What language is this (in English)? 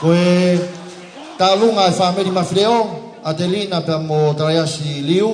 Tongan